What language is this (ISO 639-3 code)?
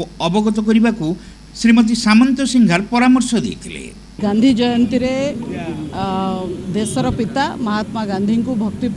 ori